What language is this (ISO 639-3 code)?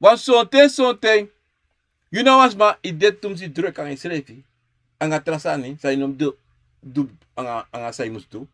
srn